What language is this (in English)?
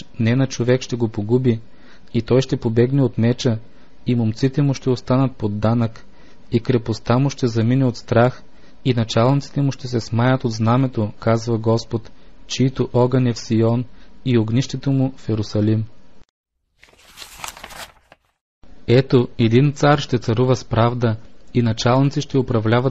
Bulgarian